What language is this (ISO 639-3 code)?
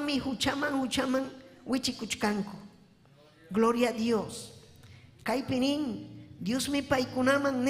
quy